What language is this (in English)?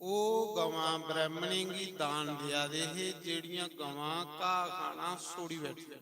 Dogri